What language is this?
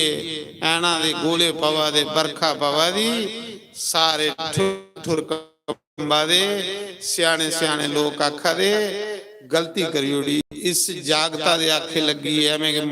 Dogri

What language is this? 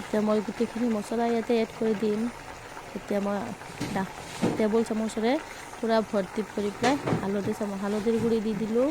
Assamese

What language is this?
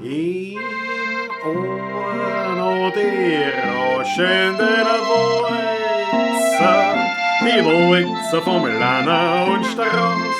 Bavarian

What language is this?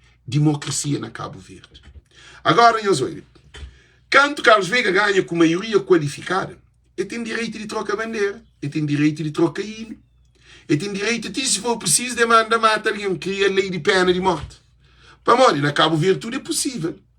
Kabuverdianu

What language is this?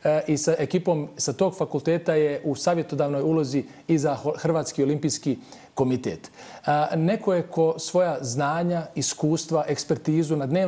Bosnian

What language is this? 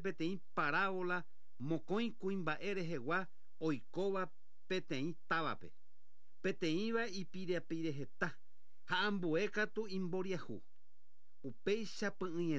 Guarani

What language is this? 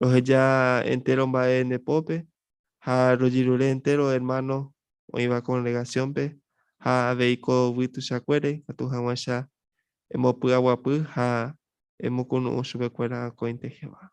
Guarani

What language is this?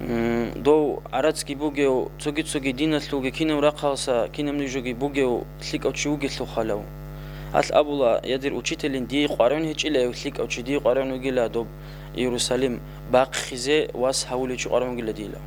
Avaric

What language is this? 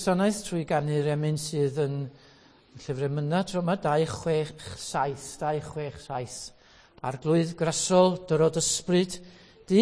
Welsh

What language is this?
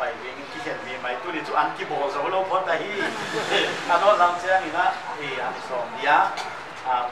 Paite Chin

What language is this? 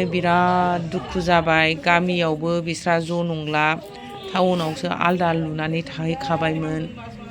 Bodo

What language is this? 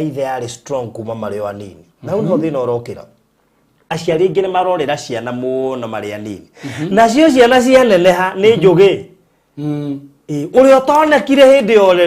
Kikuyu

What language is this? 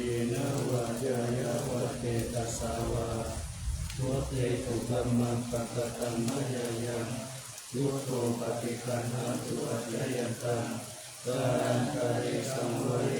Pali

